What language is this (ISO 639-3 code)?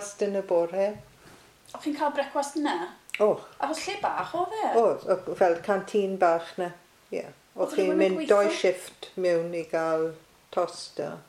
cym